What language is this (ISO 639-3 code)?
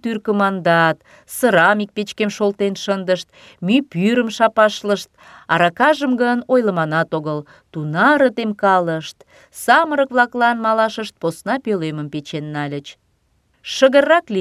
chm